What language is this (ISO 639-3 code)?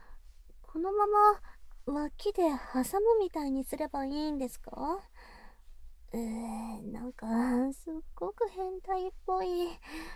jpn